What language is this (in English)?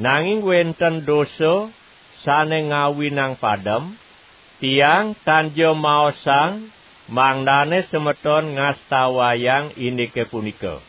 Balinese